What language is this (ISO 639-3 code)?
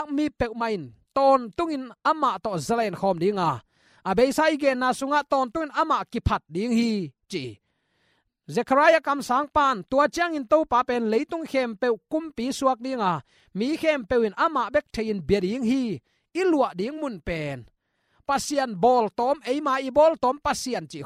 ctd